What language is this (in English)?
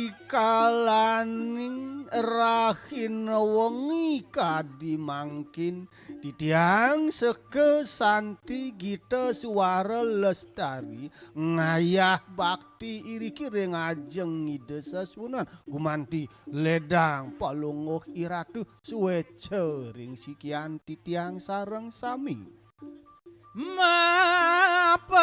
Balinese